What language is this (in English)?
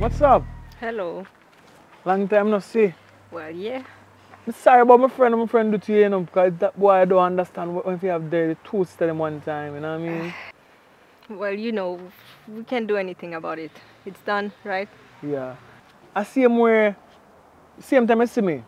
Jamaican Creole English